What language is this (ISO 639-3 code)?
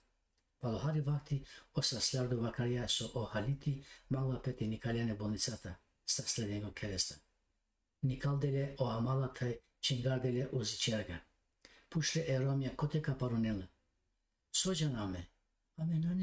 rmn